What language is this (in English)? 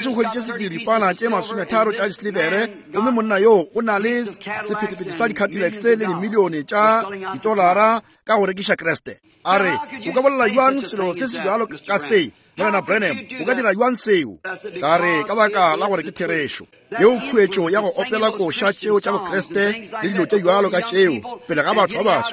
Northern Sotho